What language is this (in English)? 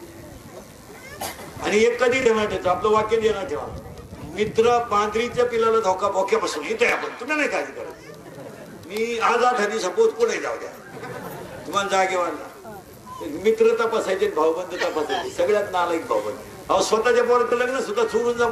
Marathi